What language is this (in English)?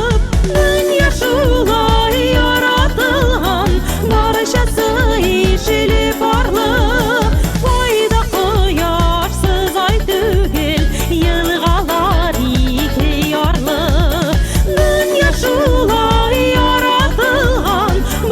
Bashkir